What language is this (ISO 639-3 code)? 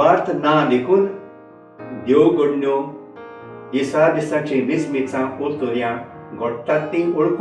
kok